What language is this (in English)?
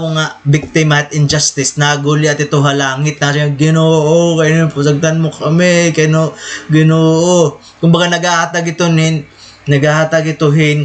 Waray